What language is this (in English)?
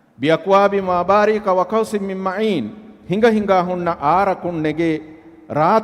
Divehi